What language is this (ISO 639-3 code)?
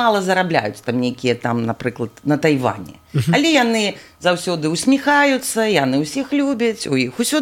bel